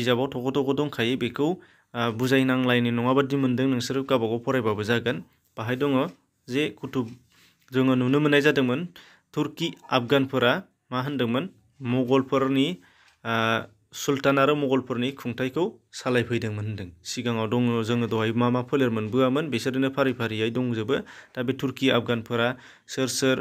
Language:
Bodo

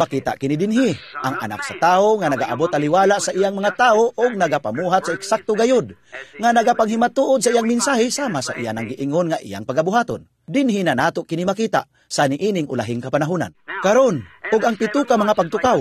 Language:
Cebuano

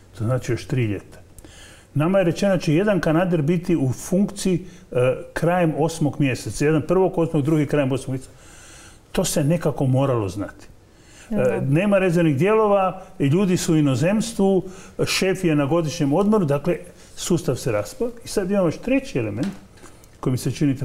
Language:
Croatian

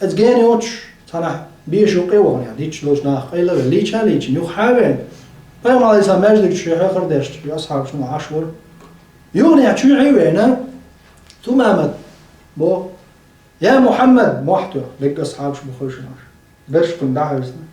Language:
Chechen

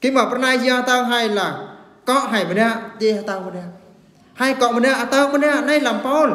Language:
Eastern Bru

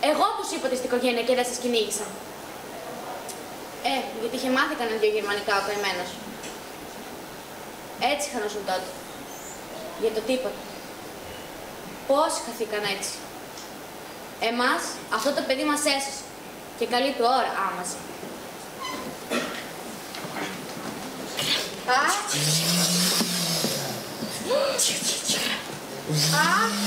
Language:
Greek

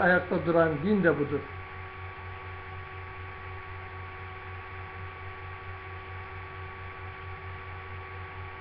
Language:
Turkish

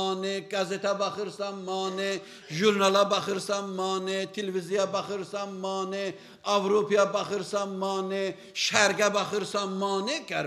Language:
Azerbaijani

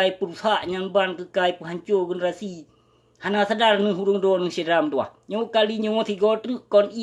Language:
Achinese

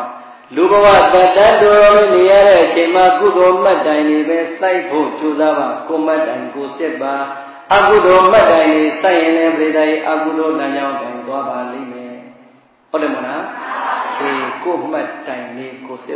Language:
Burmese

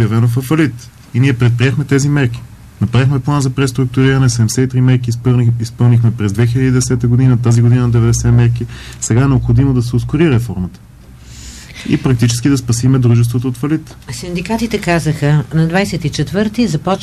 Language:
Bulgarian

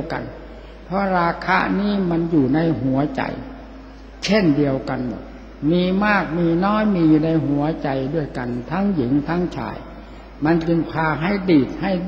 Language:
Thai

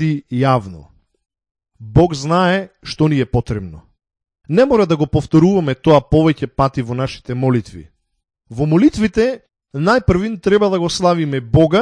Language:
Macedonian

